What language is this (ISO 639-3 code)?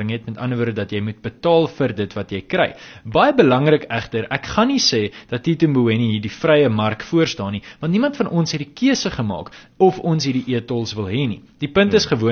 afr